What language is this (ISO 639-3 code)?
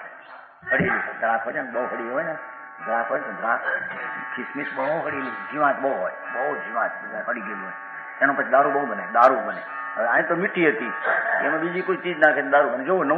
guj